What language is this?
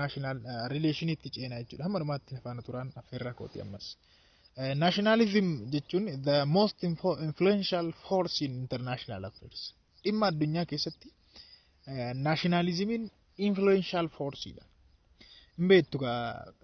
Oromo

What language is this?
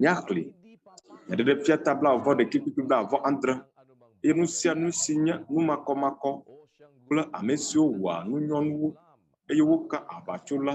Ewe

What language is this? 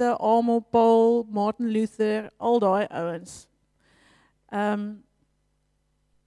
Afrikaans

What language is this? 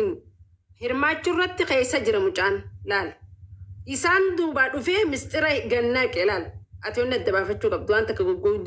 Oromo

